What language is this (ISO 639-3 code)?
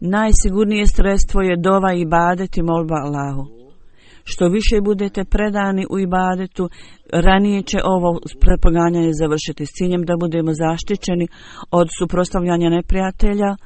bos